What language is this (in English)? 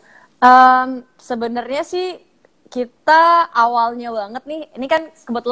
Indonesian